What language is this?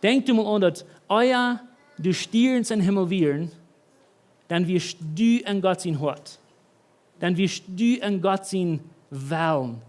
Plautdietsch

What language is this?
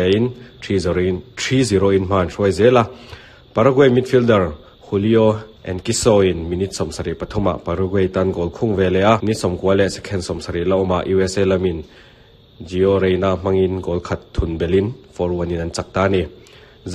Mizo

